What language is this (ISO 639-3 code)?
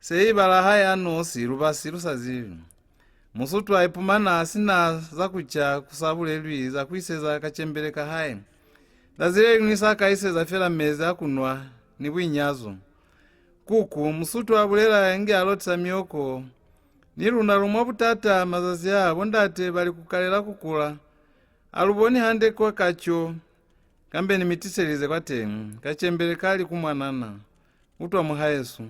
loz